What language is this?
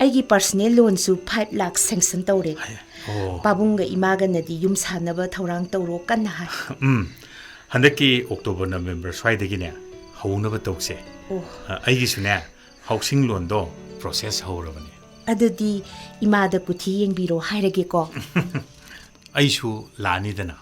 Manipuri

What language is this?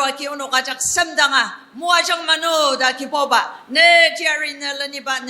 Ao Naga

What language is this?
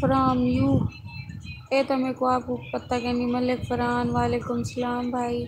Saraiki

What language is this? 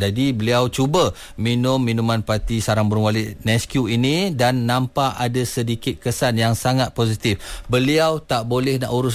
Malay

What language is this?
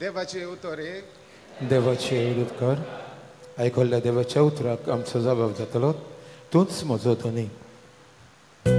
Konkani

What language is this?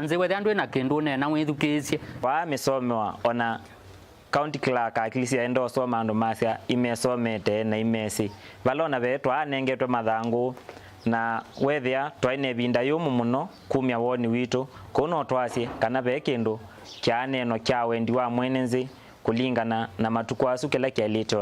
Kamba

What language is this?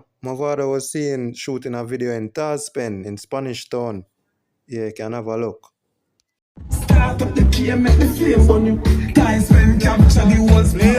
Jamaican Creole English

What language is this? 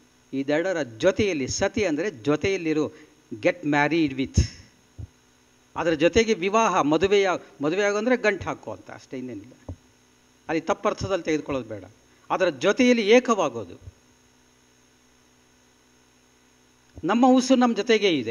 Kannada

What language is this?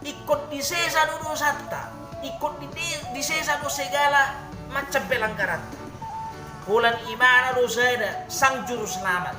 Batak Toba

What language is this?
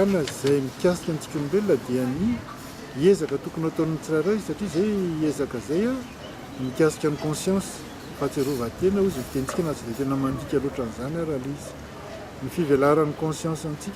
Malagasy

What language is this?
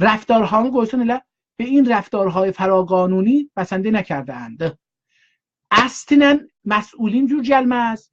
South Azerbaijani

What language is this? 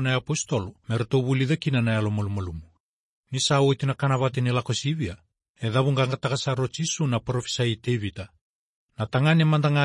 Fijian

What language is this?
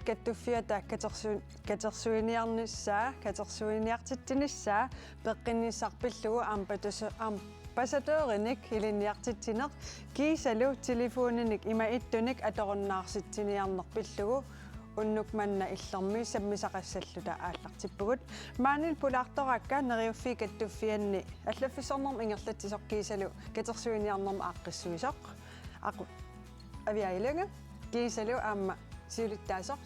Kalaallisut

